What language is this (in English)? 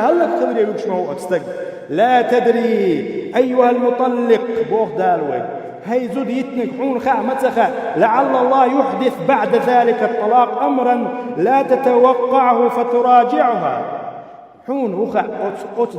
Chechen